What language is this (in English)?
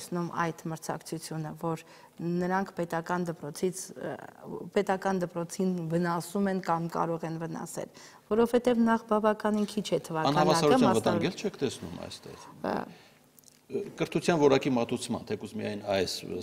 Armenian